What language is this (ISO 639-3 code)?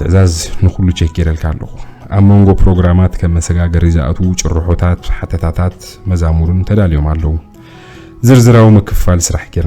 tir